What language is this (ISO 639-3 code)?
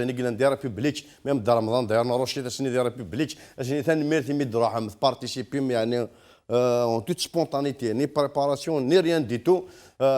kab